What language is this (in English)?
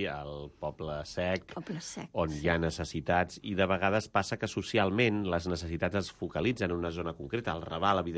Catalan